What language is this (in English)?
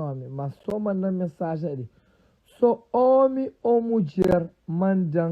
Kabuverdianu